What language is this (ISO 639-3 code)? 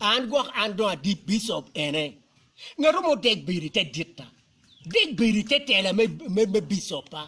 ach